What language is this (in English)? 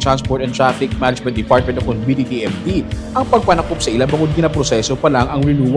Hiligaynon